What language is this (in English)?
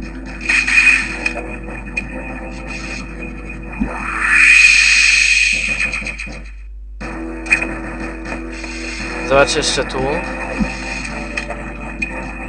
Polish